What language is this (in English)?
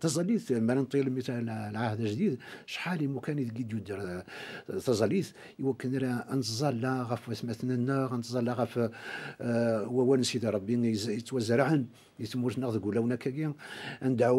Kabyle